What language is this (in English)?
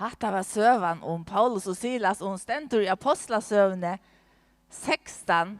Faroese